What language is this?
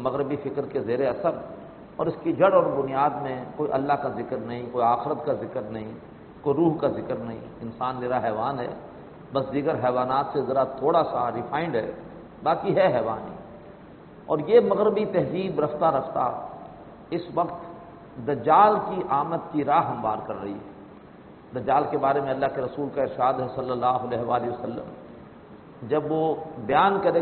Urdu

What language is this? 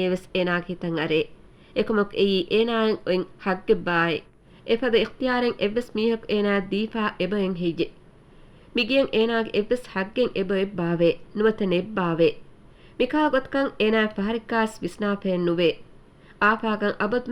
Divehi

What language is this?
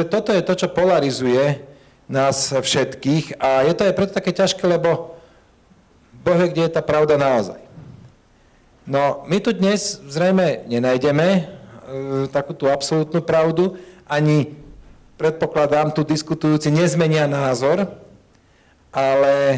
Slovak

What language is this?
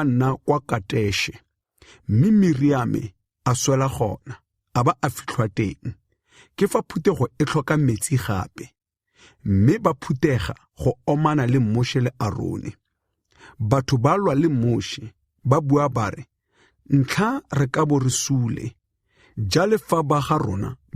Tswana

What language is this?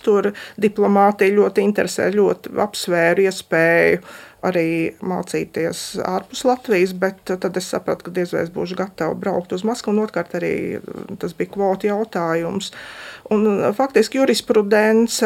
Latvian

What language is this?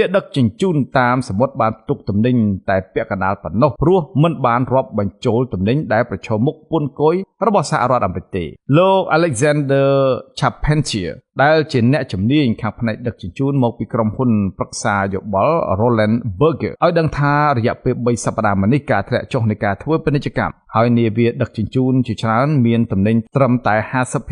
Khmer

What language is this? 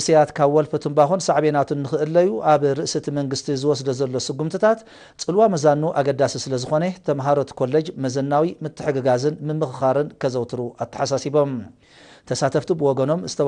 Tigrinya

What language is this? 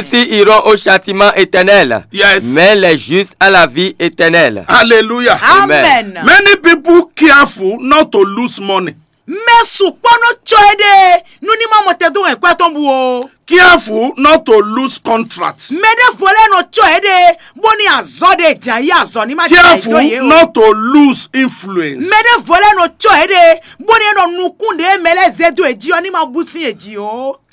Fon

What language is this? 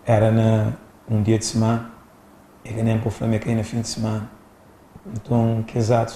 Kabuverdianu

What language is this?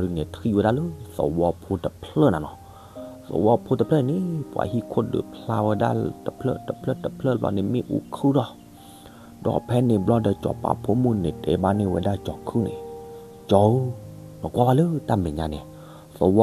S'gaw Karen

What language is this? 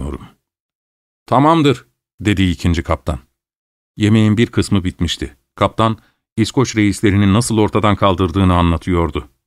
Turkish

